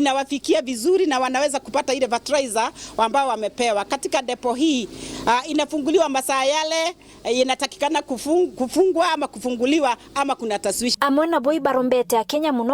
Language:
Meru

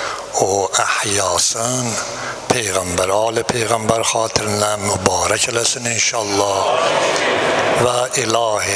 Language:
Azerbaijani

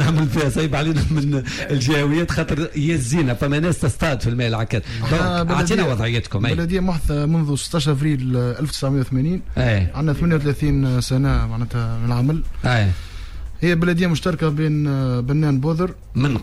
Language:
Tunisian Arabic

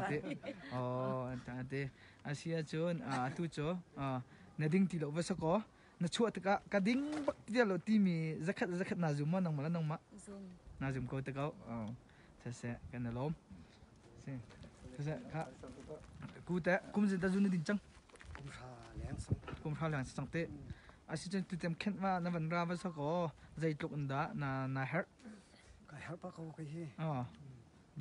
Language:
Hakha Chin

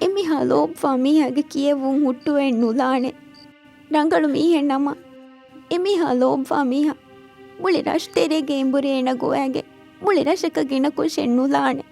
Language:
Divehi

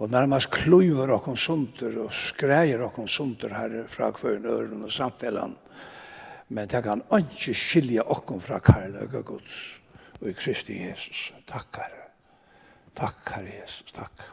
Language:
Faroese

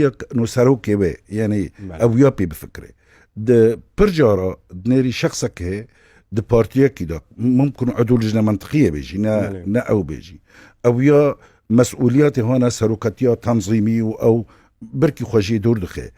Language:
Kurdish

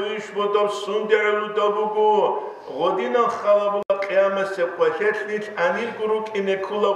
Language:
Avaric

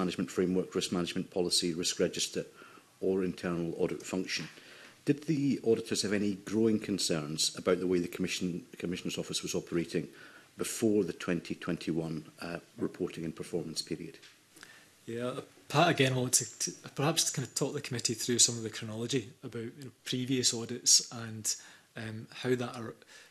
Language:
English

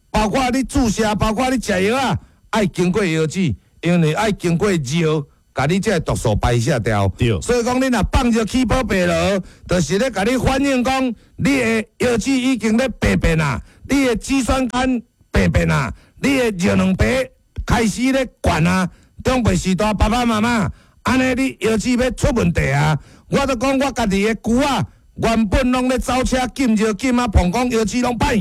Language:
Min Nan Chinese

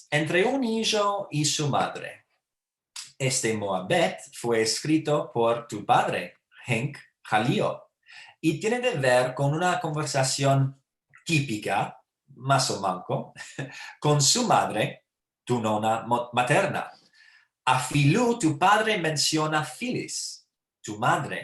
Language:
Ladino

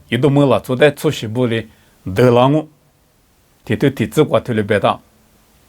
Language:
Lisu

